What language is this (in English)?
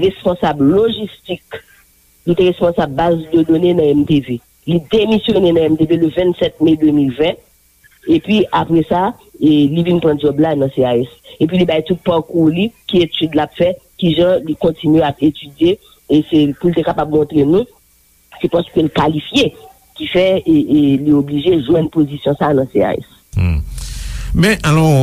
Haitian Creole